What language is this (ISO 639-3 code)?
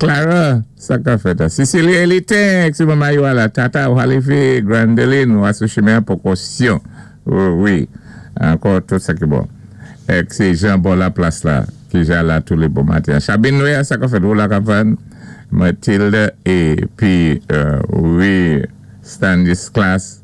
acf